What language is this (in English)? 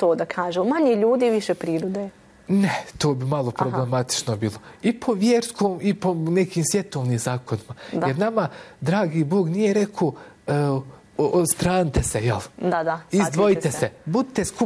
Bosnian